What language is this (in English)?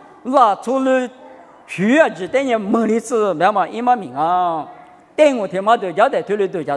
Lisu